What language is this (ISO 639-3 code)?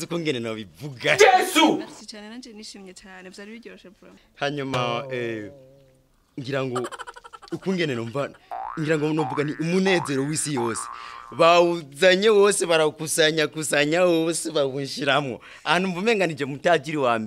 run